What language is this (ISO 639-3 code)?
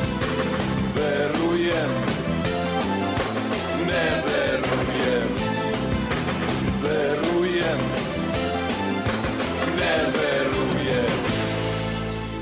srp